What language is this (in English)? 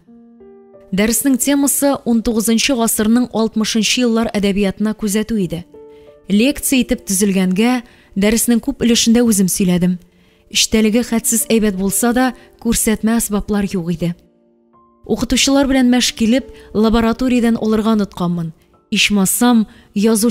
Tatar